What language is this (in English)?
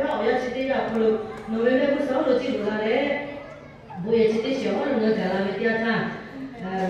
Lahu